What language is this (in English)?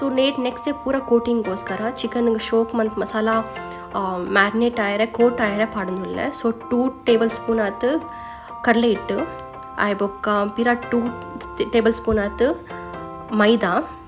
Tulu